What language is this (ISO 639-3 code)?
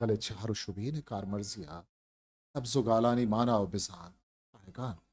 bgp